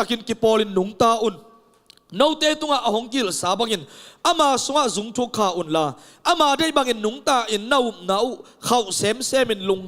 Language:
Tedim Chin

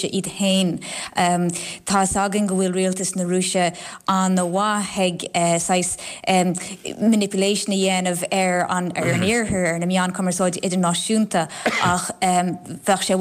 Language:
Irish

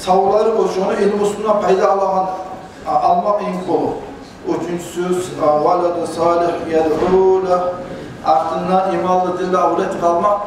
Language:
Kumyk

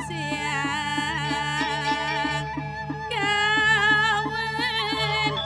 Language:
Balinese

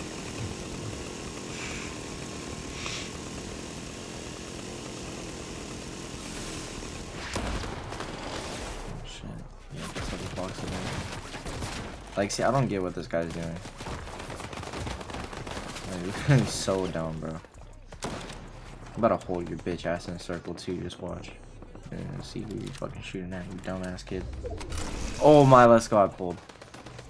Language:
English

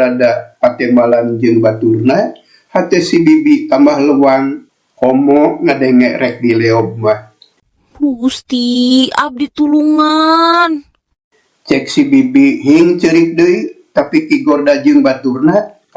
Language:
Sundanese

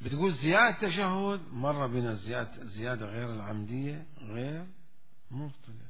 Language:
Mesopotamian Arabic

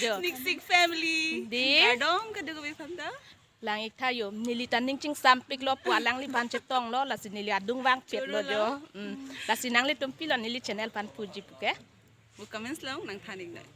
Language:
Karbi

